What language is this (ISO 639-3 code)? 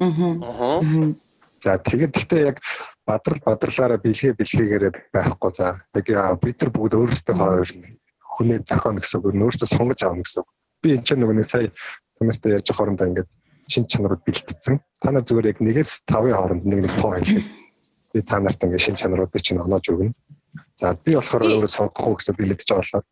mon